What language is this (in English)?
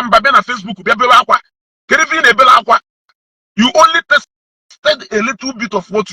Igbo